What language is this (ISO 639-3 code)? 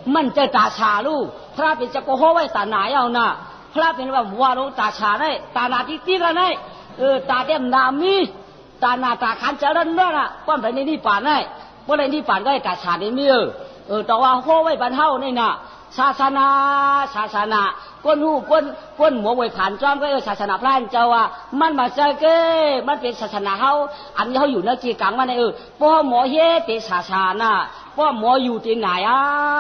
shn